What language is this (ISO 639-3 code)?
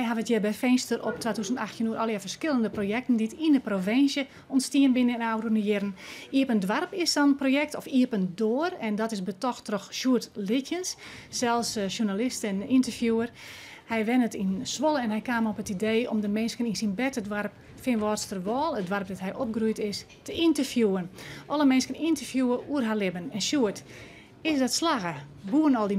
fry